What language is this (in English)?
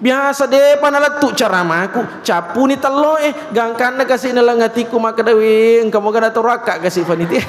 Buginese